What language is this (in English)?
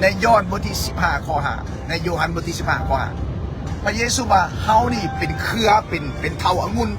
Lao